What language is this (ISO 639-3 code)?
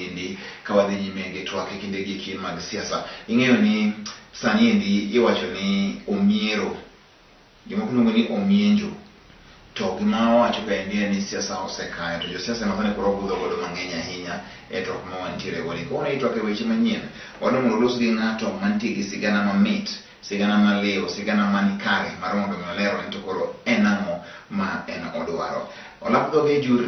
luo